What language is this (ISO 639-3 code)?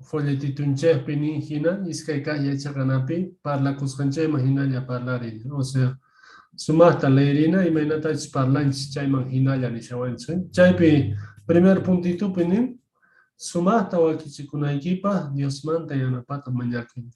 que